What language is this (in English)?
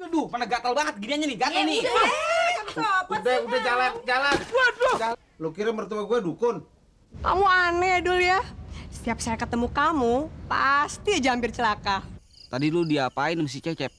Betawi